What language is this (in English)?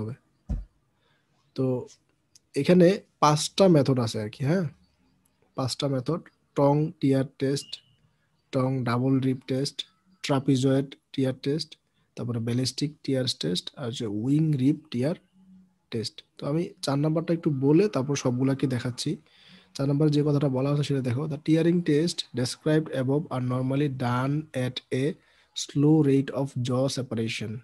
Bangla